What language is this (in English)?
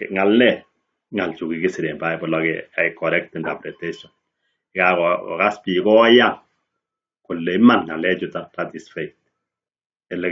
Kalenjin